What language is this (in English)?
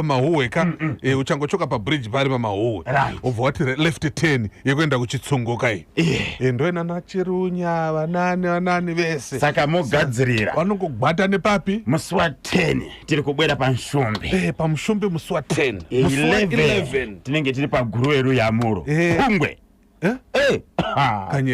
Shona